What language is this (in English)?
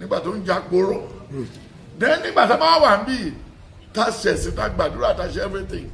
Yoruba